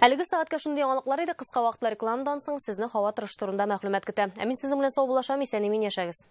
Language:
Tatar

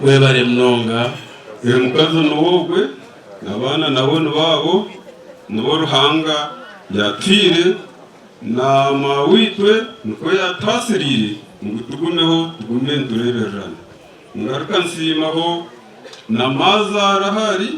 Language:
Nyankole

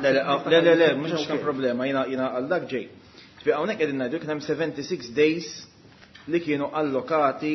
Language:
Maltese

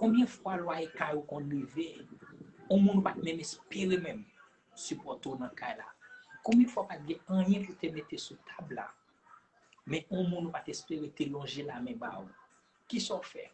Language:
Haitian Creole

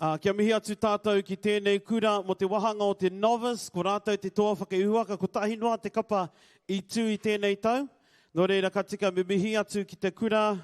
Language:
Māori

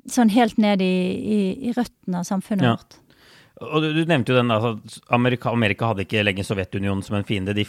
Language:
Norwegian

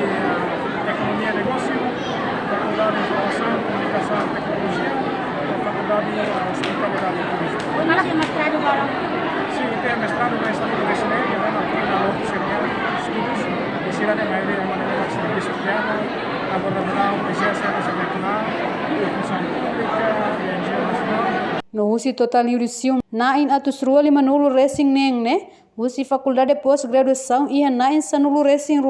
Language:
Tetum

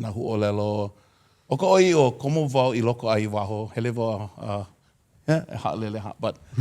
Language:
Hawaiian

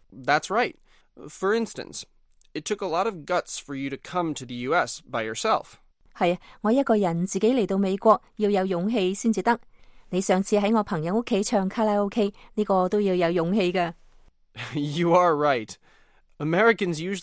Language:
Cantonese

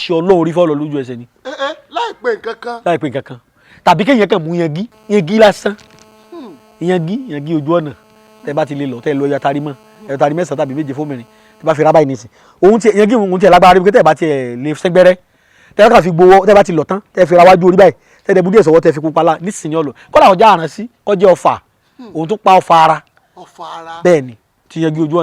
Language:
Yoruba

